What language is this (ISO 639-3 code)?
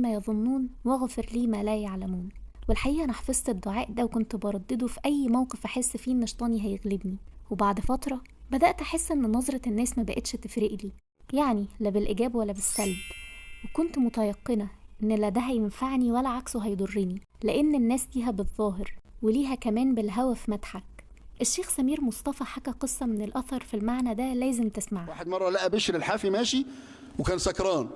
arz